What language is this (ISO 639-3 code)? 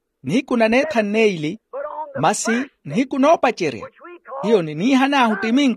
vmw